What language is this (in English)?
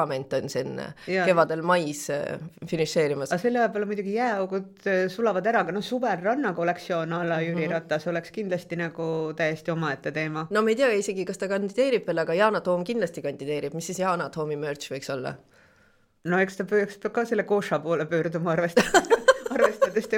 Estonian